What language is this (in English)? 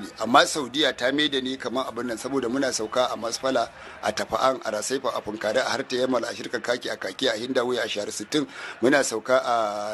Hausa